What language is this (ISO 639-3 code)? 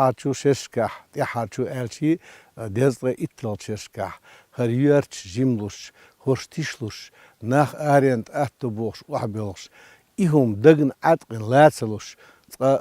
che